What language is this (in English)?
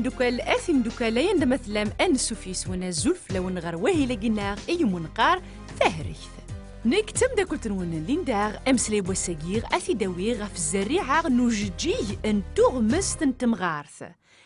Kabyle